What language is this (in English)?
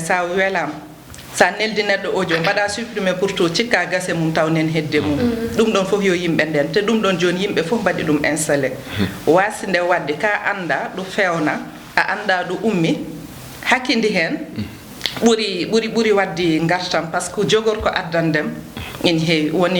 Fula